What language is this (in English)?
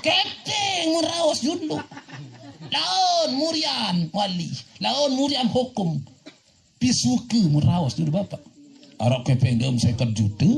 Sasak